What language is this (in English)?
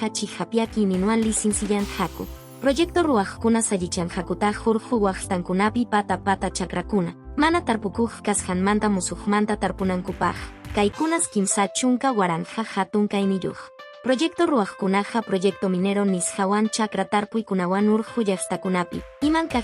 Quechua